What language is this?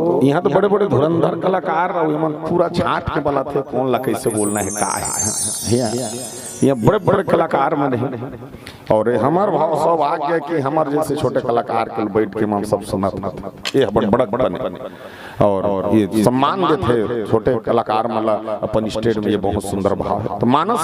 Chhattisgarhi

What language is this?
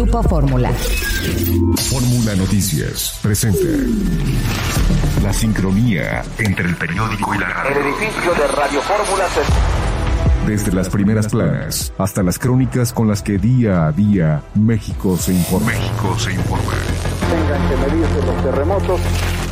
Spanish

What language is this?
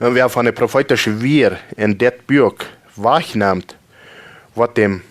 Plautdietsch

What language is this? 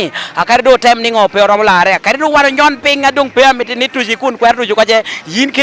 Lango (Uganda)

